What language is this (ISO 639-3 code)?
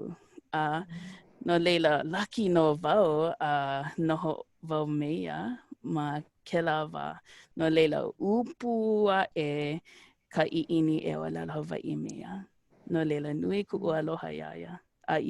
haw